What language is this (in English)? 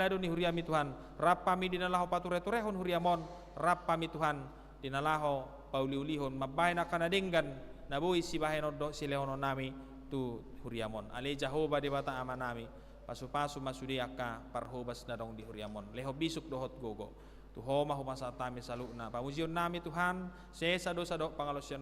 Batak Toba